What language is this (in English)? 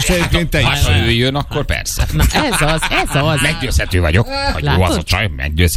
Hungarian